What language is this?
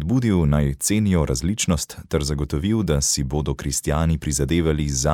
Slovenian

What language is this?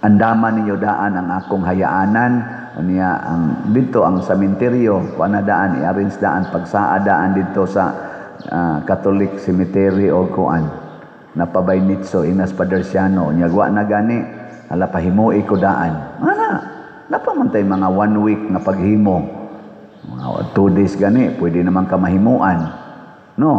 Cebuano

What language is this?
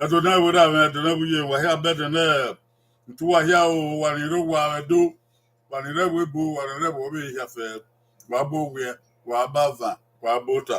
Bini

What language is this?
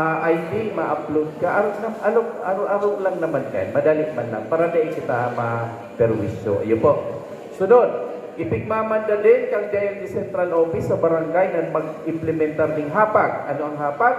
Bikol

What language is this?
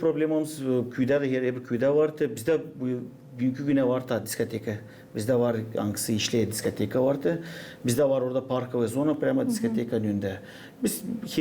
Gagauz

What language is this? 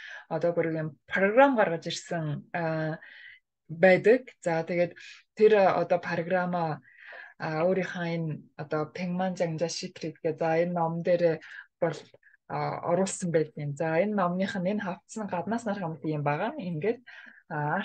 Mongolian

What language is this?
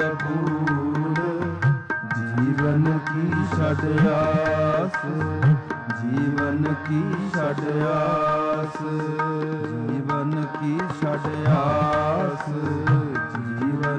Punjabi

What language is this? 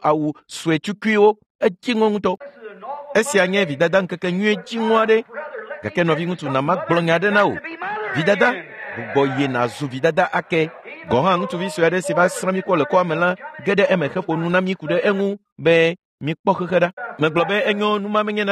Ewe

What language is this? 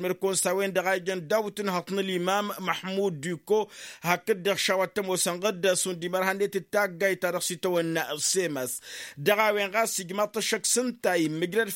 Tamasheq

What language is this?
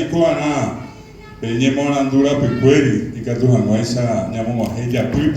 Guarani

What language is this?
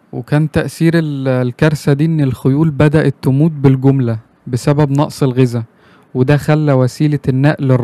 Egyptian Arabic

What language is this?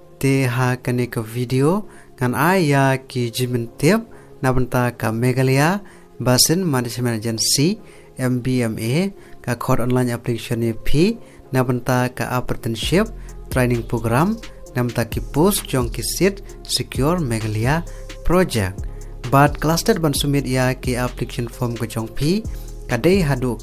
Khasi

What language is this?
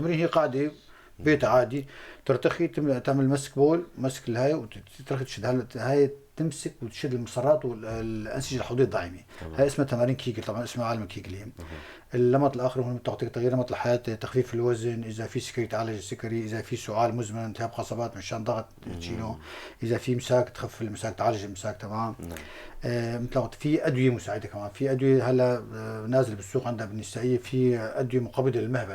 North Levantine Arabic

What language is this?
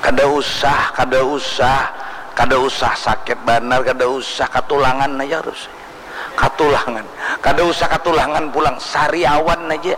Banjar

